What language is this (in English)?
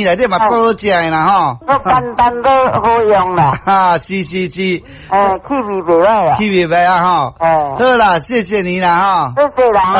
Min Nan Chinese